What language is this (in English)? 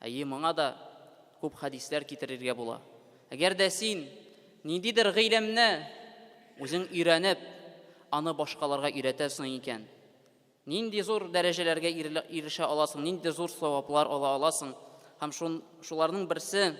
Tatar